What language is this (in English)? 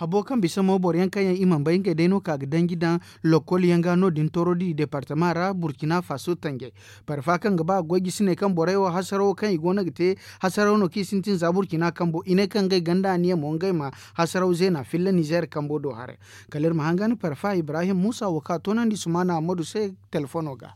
Zarma